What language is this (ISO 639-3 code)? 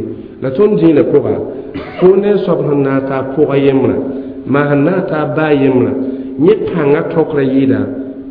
mos